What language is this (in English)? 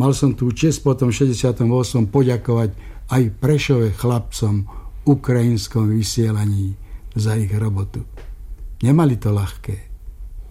Slovak